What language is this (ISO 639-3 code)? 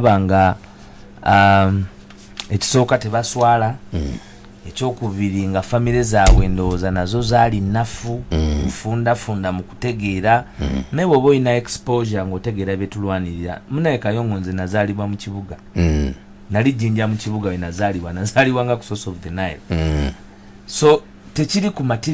lug